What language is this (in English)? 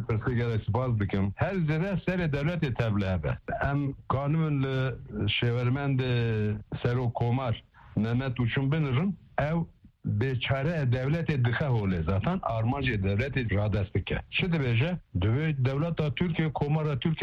Kurdish